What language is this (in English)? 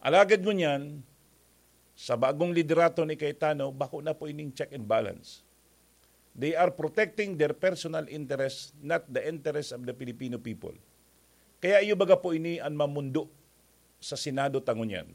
Bikol